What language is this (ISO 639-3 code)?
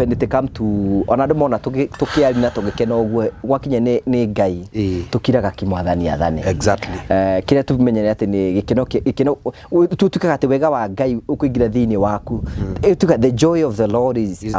kik